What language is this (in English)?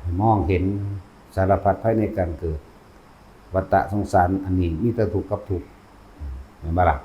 Northeastern Thai